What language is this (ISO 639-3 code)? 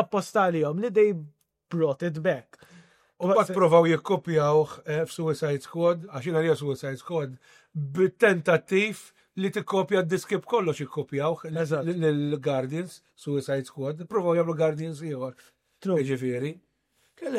mlt